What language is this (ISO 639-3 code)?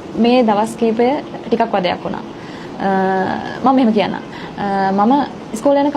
sin